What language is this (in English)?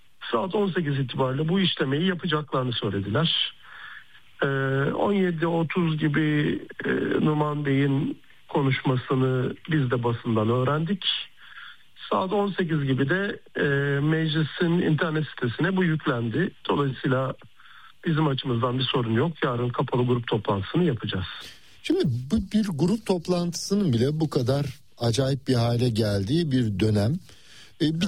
Turkish